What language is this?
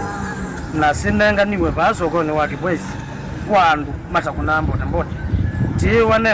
Kamba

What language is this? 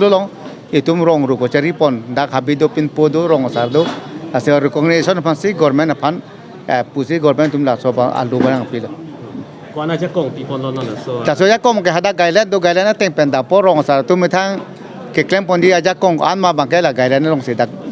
Karbi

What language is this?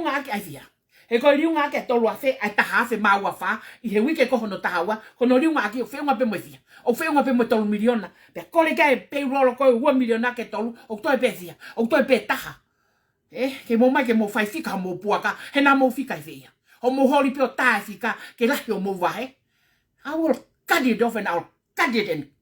Tongan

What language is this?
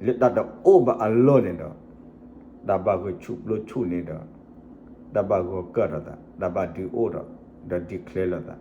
S'gaw Karen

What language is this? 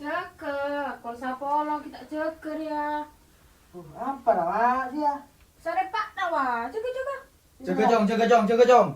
Madurese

